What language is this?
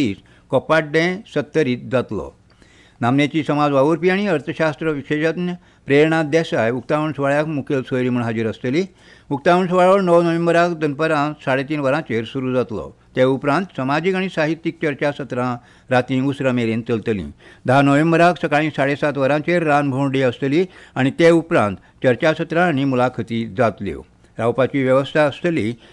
Konkani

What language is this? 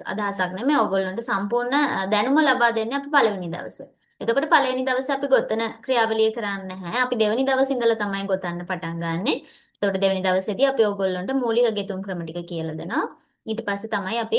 Sinhala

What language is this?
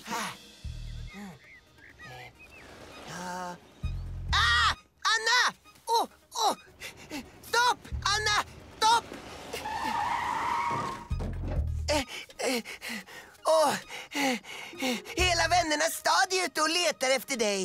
Swedish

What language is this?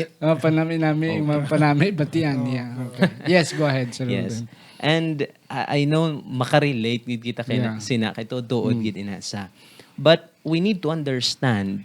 Hiligaynon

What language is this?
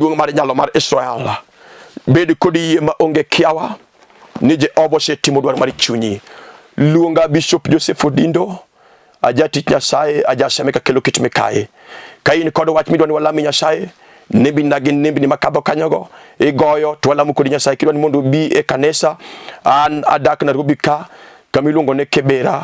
Luo (Kenya and Tanzania)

